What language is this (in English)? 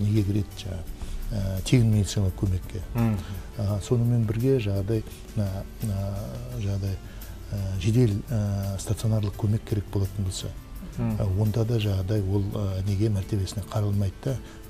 Kazakh